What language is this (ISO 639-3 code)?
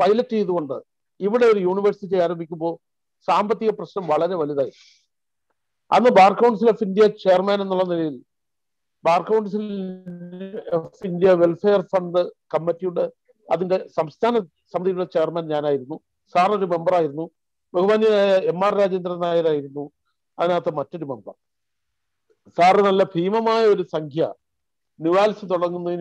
mal